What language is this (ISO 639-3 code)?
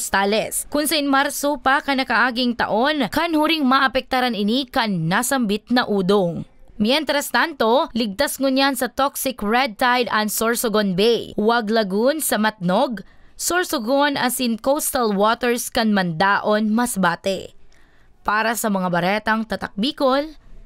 bik